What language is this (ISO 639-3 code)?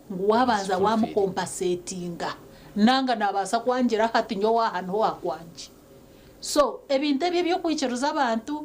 nyn